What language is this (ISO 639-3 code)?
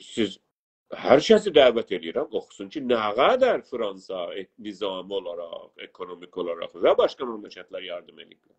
azb